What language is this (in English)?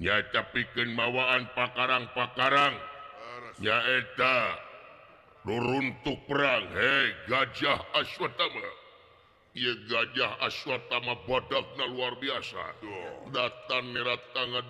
Sundanese